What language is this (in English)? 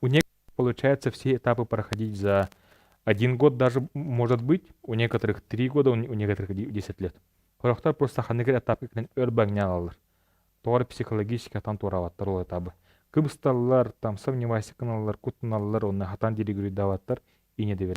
Yakut